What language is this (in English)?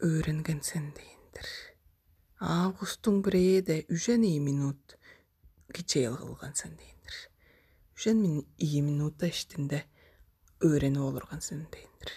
Tuvinian